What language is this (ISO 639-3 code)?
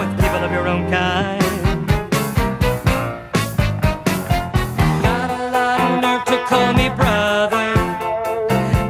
eng